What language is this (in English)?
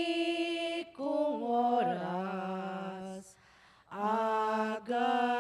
Pampanga